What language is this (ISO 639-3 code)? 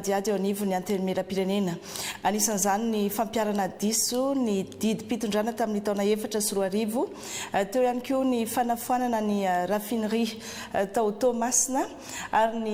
mlg